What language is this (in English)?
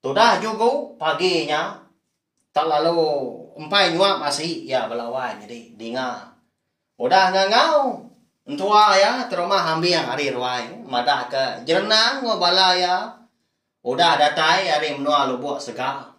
Iban